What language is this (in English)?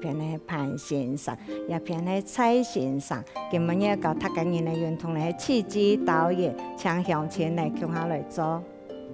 Hakka Chinese